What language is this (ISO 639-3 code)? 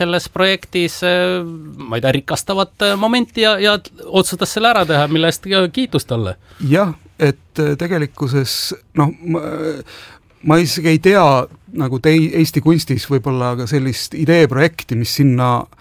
est